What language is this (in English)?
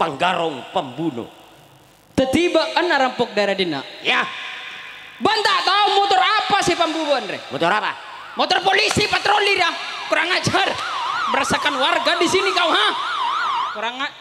Madurese